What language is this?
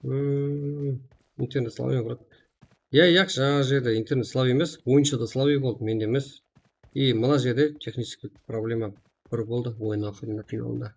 Kara-Kalpak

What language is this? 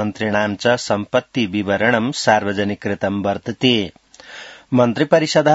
Sanskrit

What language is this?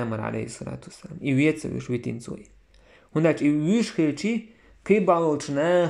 Chechen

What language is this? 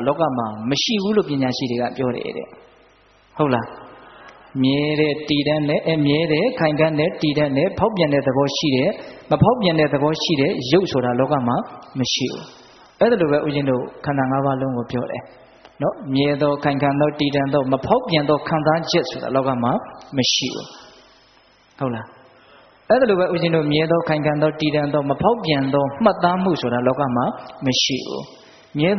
Burmese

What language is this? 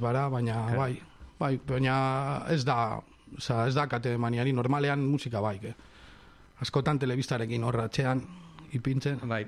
Basque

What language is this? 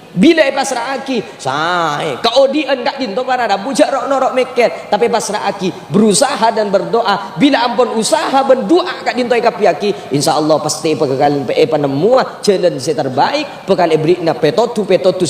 Madurese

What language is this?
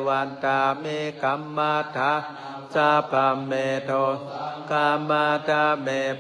Pali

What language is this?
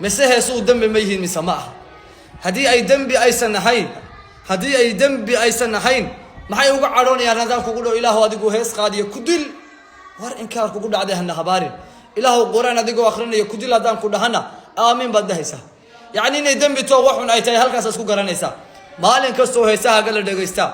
Somali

